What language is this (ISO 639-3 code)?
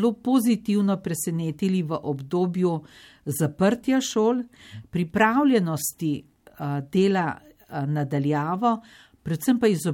slv